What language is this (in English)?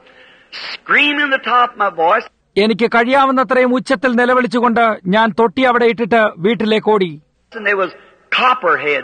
Malayalam